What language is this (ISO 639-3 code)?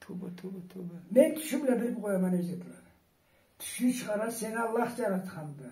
krc